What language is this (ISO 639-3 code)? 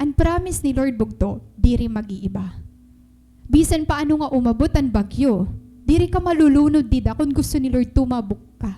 war